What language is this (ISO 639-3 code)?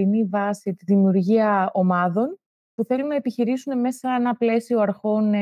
ell